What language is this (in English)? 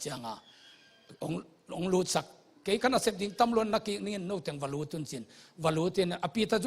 Tedim Chin